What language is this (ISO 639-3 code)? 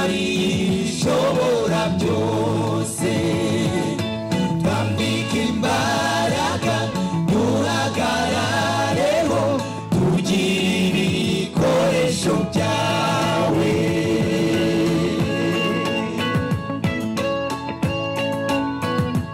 kin